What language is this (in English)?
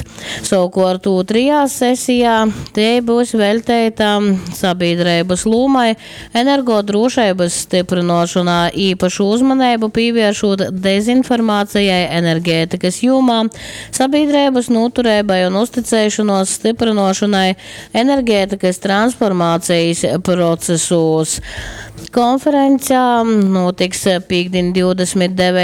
Latgalian